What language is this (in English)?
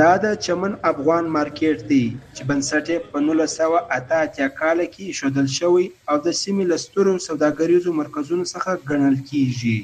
Pashto